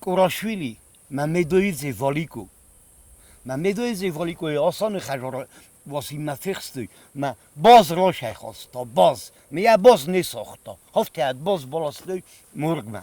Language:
Ossetic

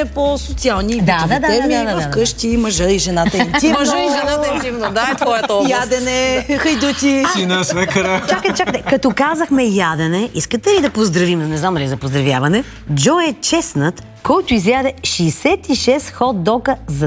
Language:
Bulgarian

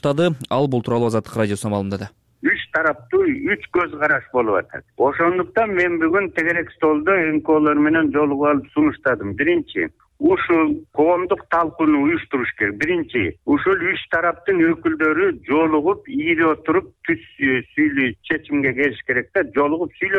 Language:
Kyrgyz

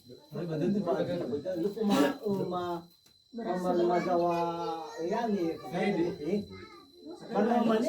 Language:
Nias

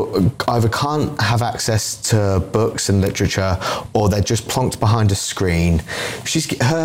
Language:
English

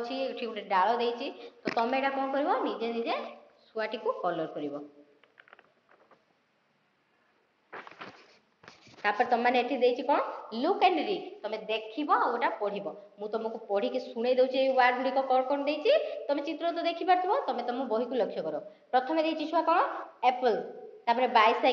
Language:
Odia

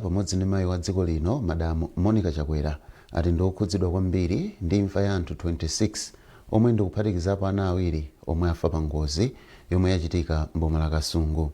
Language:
Nyanja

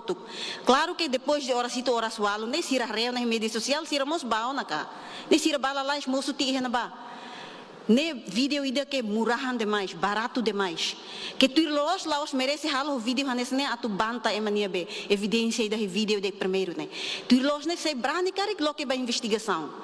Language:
Tetum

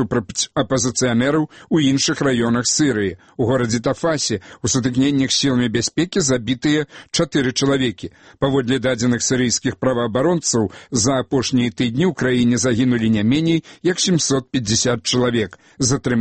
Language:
Belarusian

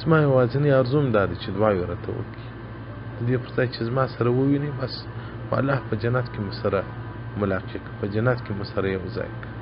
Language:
Pashto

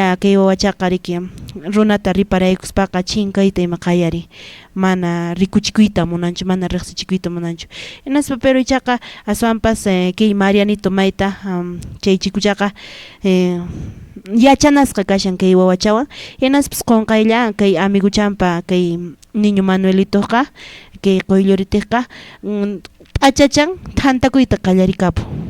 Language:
Quechua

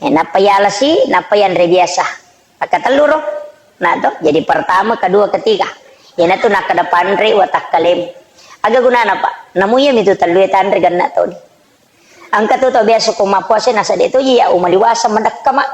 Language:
Buginese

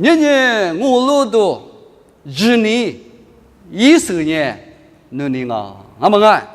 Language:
Lisu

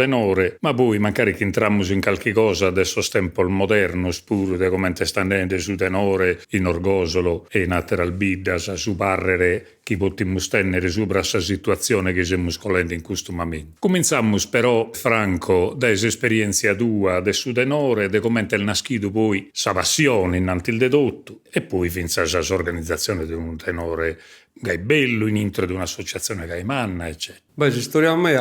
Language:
Sardinian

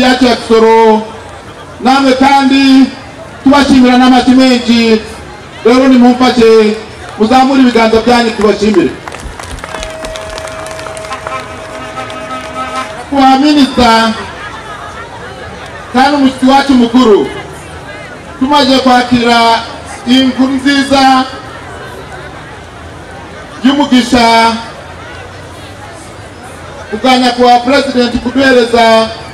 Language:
Kinyarwanda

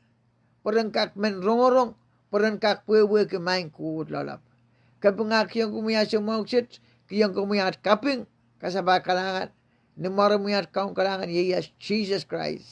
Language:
Pohnpeian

